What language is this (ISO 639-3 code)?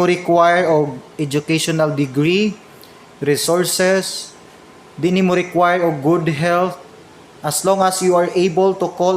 ceb